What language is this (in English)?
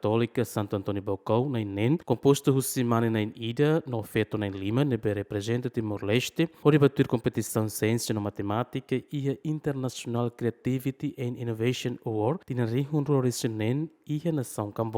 Tetum